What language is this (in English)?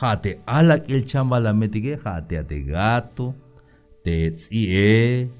Tzeltal